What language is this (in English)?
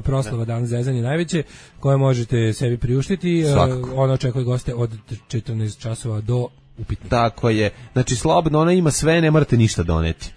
Serbian